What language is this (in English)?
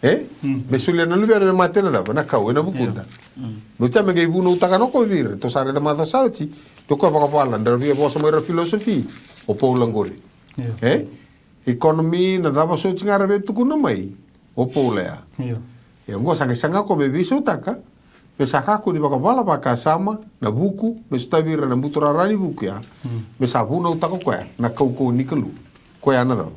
Fijian